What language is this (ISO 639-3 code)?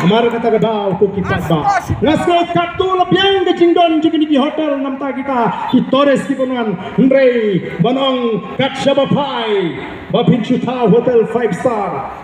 kha